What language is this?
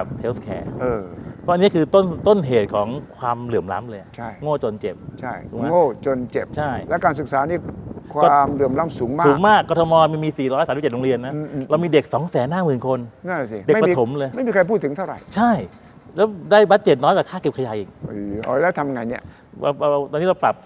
Thai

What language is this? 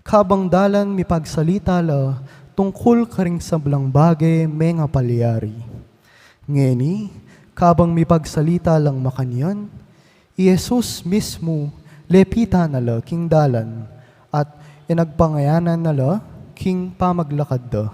Pampanga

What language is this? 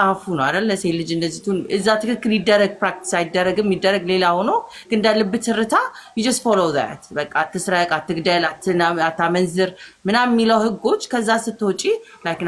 Amharic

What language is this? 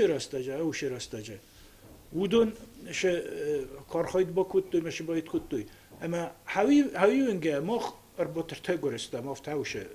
Ossetic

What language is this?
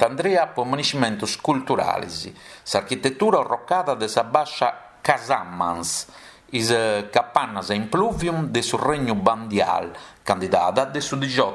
Sardinian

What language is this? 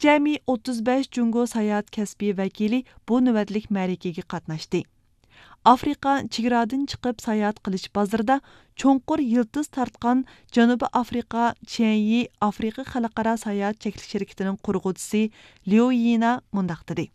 Uyghur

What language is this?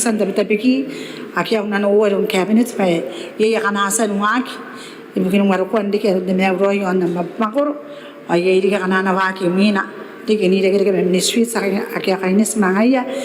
Gilbertese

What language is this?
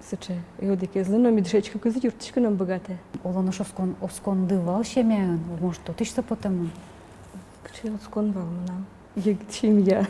Udmurt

